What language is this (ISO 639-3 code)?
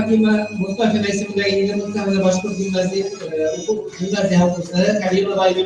bak